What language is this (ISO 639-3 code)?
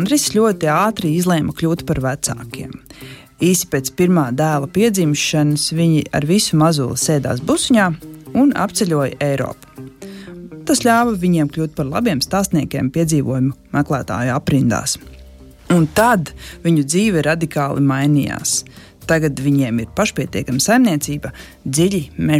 lav